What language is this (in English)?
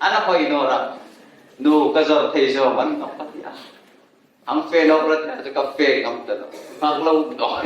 Hmar